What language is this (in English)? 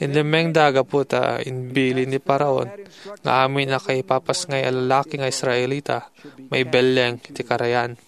Iloko